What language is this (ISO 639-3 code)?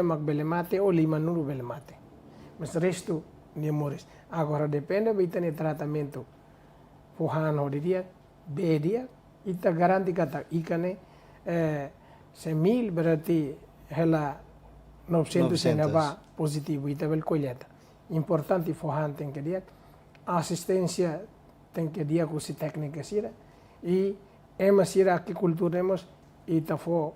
tet